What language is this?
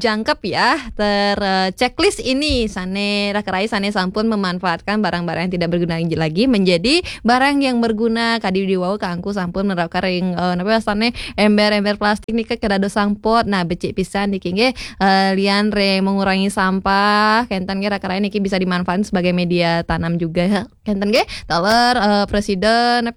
Balinese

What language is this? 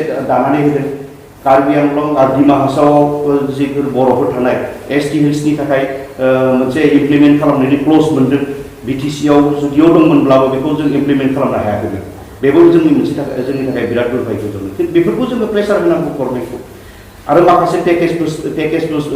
Bodo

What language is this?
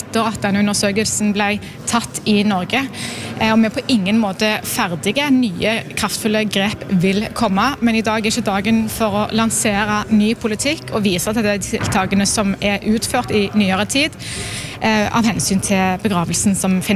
Norwegian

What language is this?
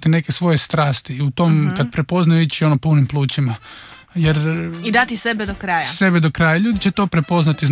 Croatian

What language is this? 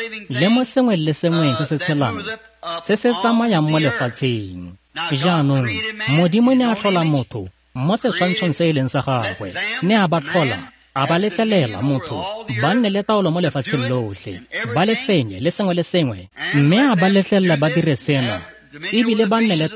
Tswana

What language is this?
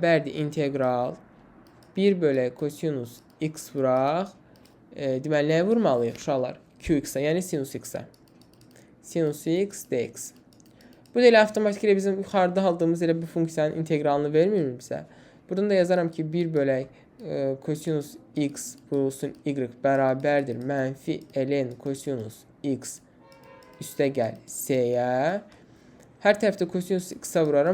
Azerbaijani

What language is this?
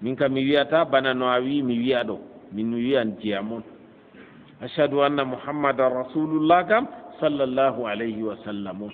Fula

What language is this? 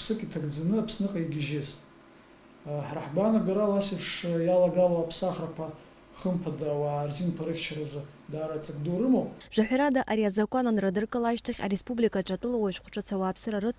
Abkhazian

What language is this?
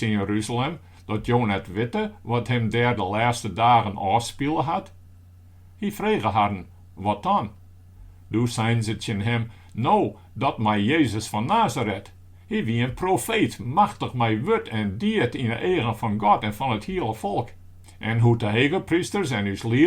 Western Frisian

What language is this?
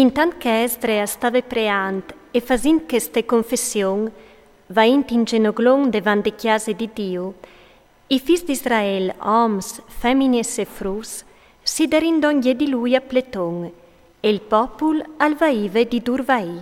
Friulian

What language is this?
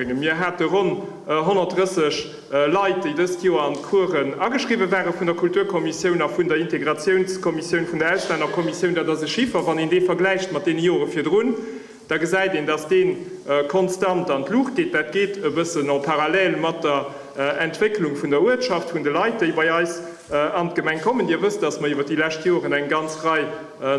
Luxembourgish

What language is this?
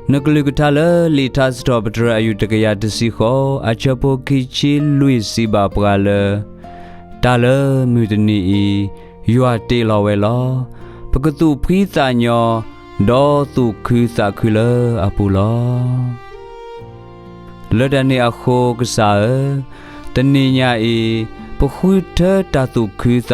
S'gaw Karen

